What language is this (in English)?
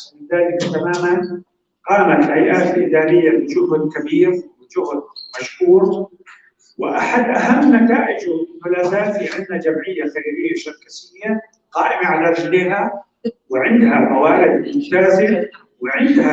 North Levantine Arabic